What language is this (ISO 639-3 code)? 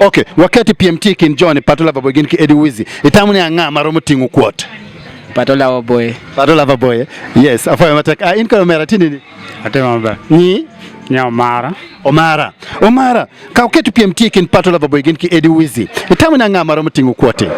ach